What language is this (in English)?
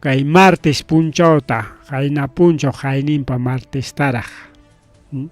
Ayacucho Quechua